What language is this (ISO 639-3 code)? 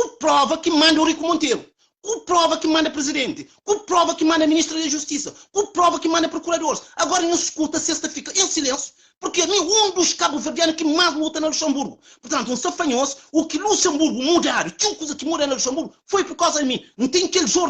kea